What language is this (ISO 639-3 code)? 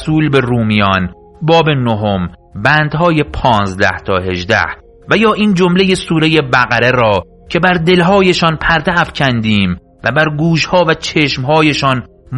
fas